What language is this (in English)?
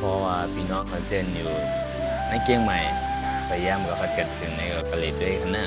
Shan